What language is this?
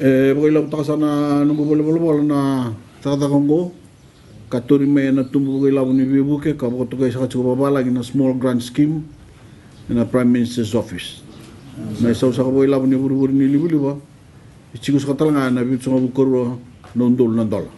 Fijian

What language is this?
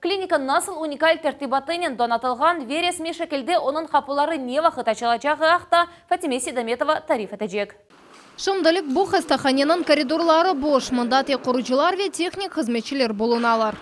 Crimean Tatar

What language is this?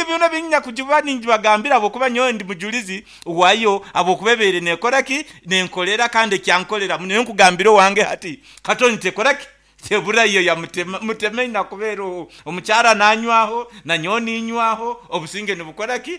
Nyankole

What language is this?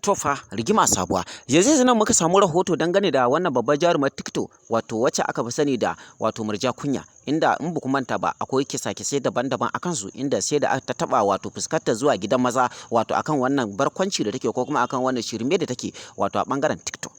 Hausa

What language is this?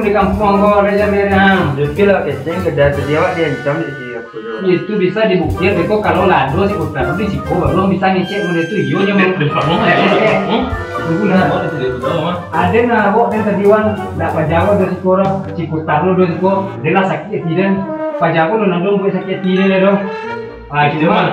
Minangkabau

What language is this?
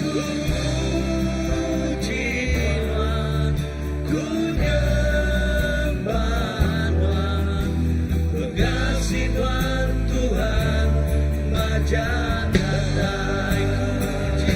Iban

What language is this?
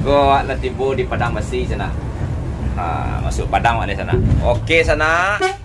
Minangkabau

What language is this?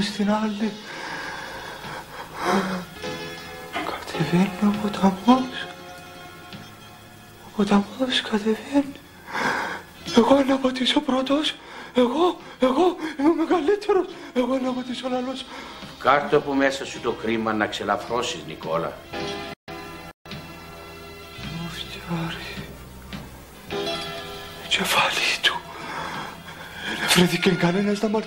Greek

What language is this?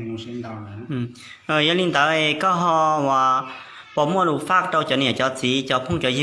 Hmong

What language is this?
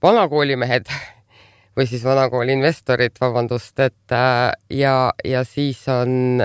Estonian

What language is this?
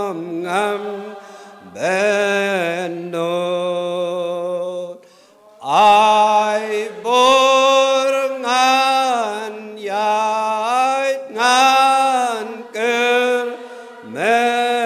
Khasi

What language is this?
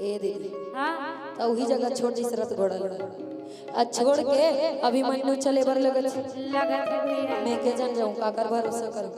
Chhattisgarhi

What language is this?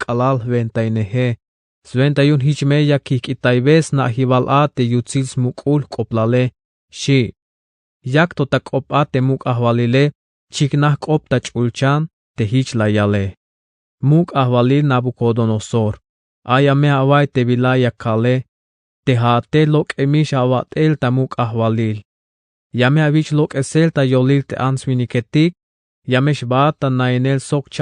Tzeltal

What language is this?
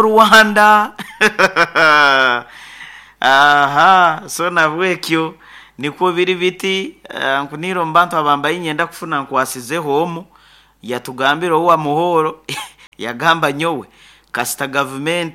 Nyoro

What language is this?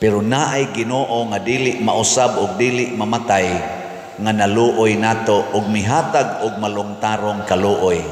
Cebuano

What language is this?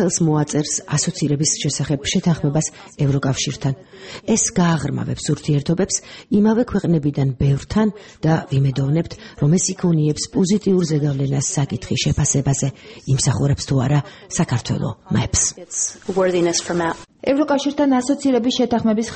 Georgian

